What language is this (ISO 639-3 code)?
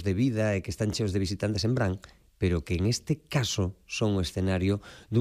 glg